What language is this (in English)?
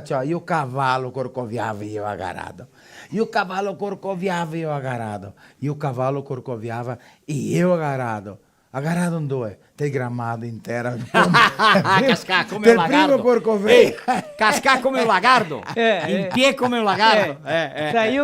Venetian